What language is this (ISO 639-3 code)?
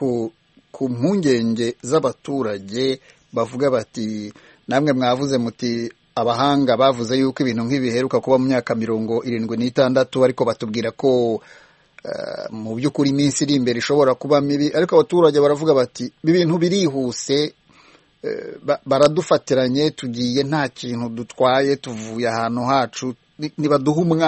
kin